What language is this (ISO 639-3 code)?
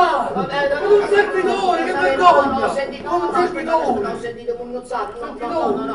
nap